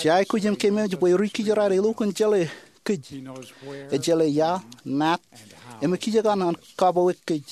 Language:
Marshallese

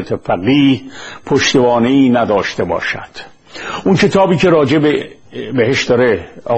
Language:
Persian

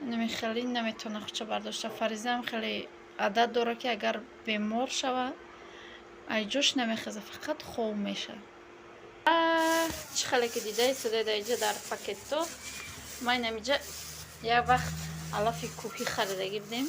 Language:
Tajik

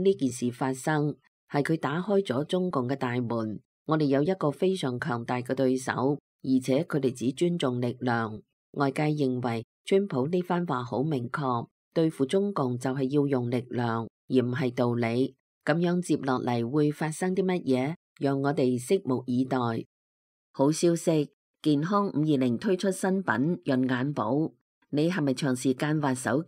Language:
Cantonese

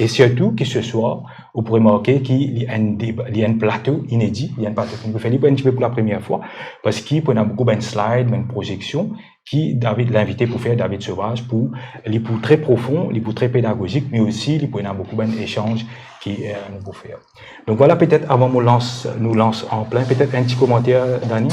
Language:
Morisyen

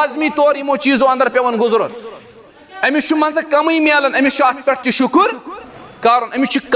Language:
Kashmiri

